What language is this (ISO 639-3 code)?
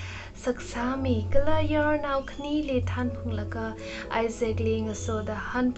nmf